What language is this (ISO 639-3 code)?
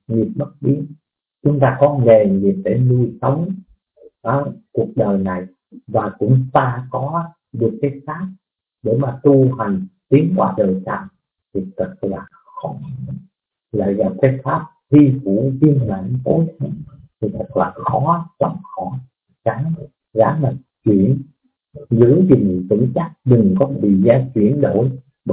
vie